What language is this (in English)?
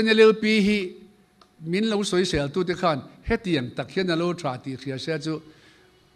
Mizo